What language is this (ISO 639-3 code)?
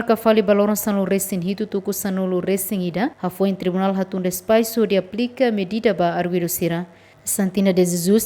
tet